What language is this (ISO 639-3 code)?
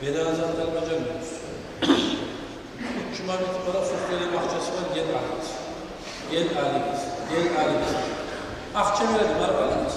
kum